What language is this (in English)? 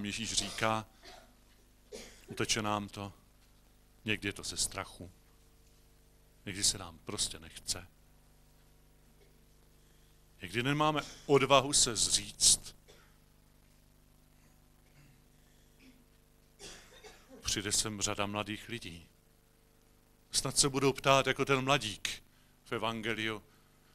Czech